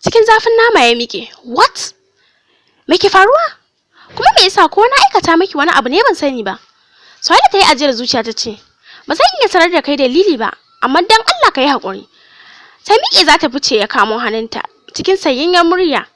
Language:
Hausa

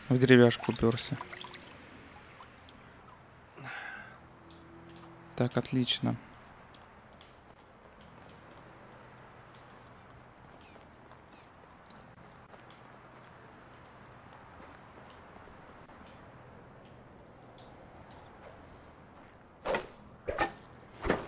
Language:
Russian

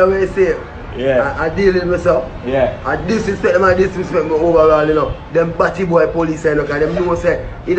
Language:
Jamaican Creole English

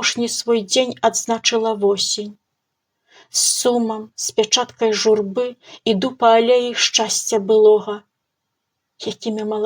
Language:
Belarusian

